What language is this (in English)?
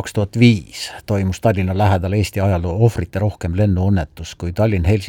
Estonian